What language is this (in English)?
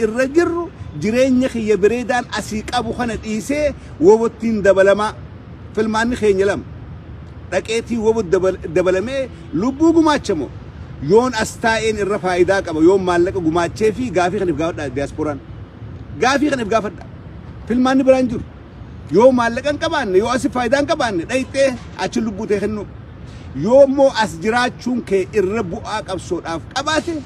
Oromo